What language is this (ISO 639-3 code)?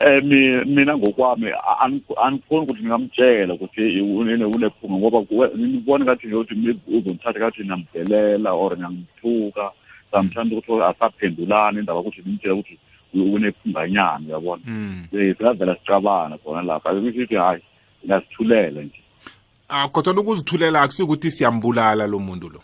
nbl